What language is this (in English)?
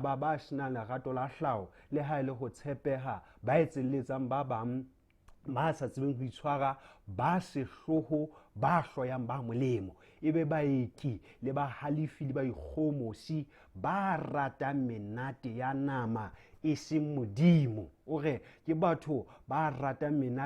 Southern Sotho